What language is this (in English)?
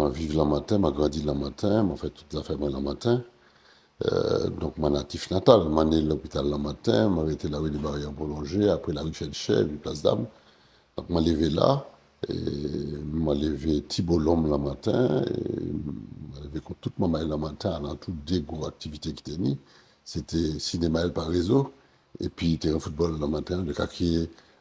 Guadeloupean Creole French